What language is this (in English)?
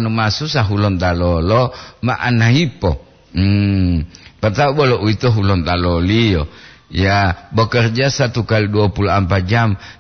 Gorontalo